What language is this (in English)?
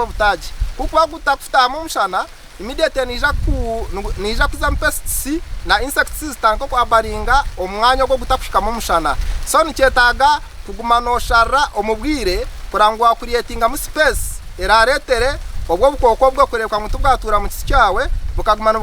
Nyankole